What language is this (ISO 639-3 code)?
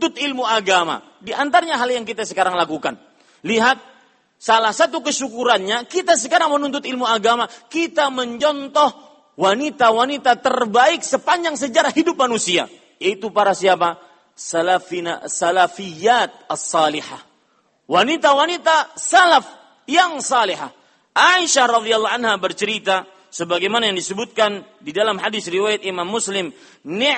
ind